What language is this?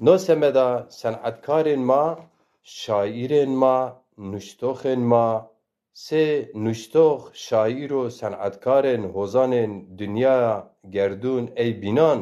Zaza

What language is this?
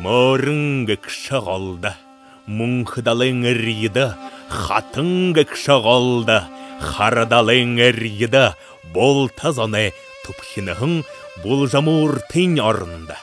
Buriat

